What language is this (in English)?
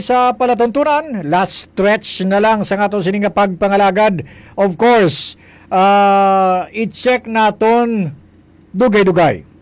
Hiligaynon